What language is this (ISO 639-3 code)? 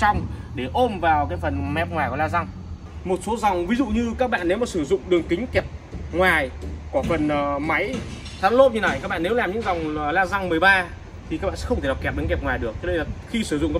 vie